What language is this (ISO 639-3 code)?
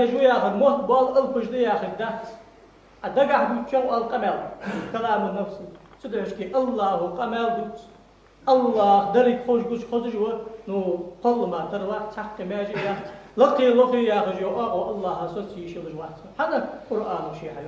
inh